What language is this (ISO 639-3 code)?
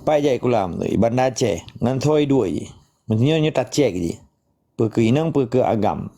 ace